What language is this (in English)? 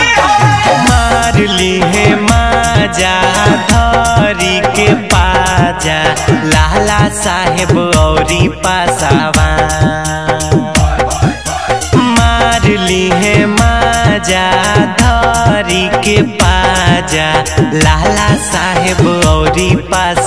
Bhojpuri